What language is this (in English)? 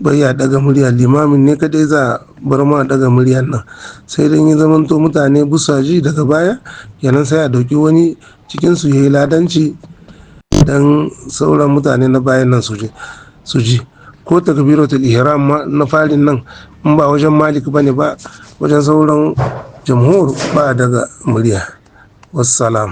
Hausa